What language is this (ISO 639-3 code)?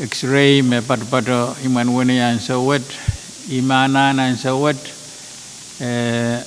pon